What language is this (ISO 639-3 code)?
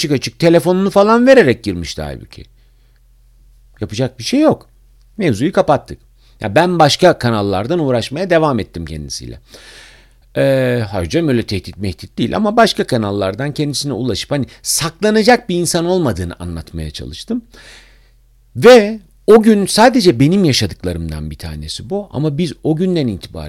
tur